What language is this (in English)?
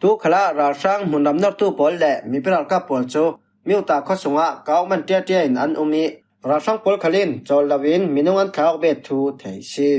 Falam Chin